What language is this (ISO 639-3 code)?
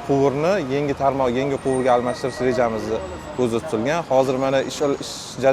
uzb